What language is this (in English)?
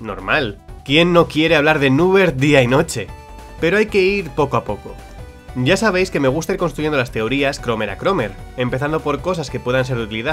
Spanish